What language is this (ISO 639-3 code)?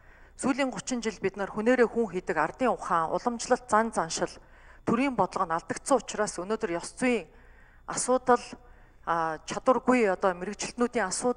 mon